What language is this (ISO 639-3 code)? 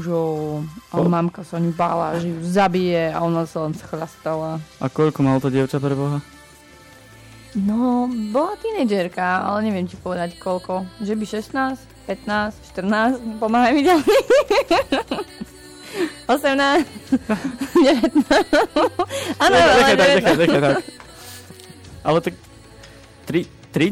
slk